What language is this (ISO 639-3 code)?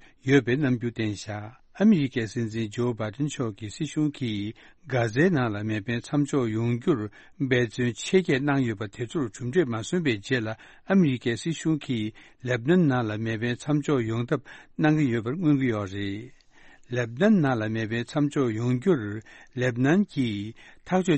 bod